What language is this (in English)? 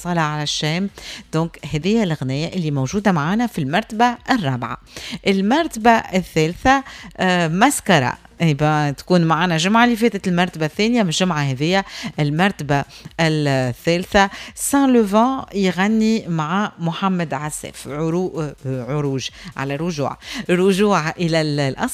Tunisian Arabic